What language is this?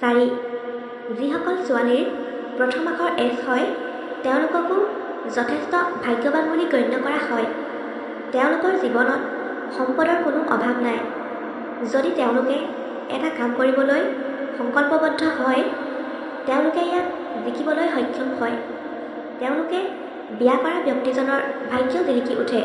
Assamese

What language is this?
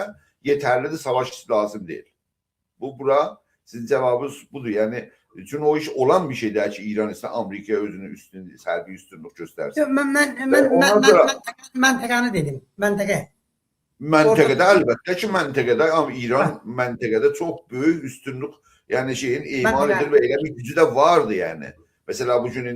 South Azerbaijani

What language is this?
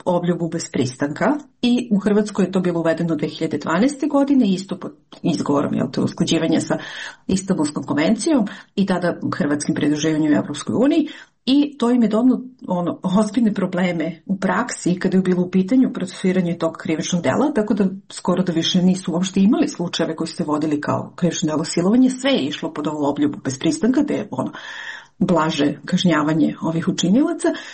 Serbian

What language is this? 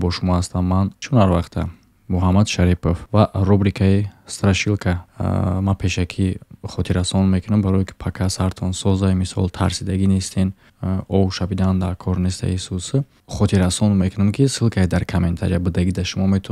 Tajik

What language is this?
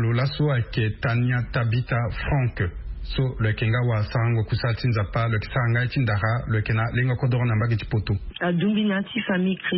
Sango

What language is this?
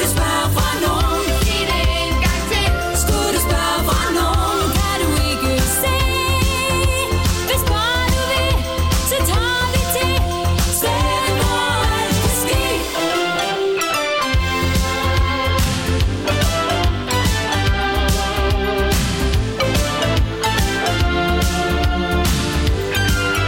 Danish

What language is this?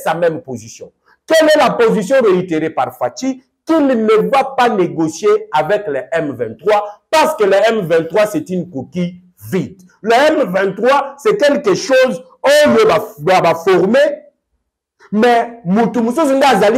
French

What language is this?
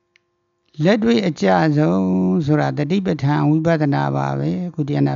Burmese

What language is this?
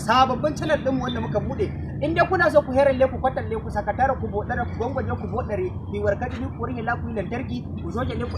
Hausa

